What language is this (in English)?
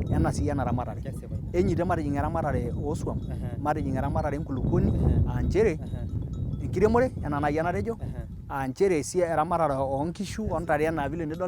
Masai